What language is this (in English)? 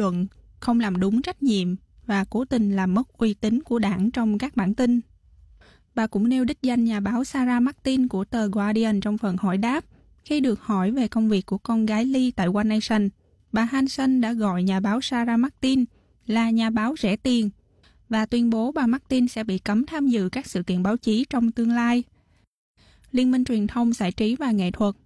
Vietnamese